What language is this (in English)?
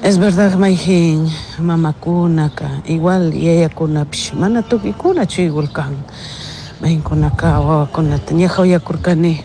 Chimborazo Highland Quichua